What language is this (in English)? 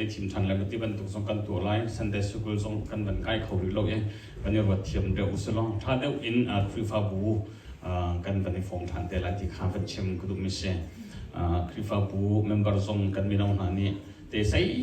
Hakha Chin